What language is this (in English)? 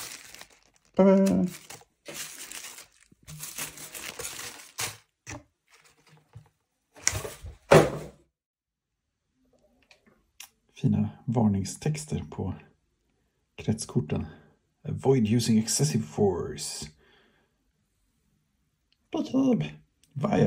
Swedish